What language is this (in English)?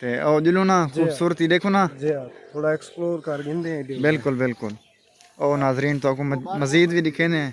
Saraiki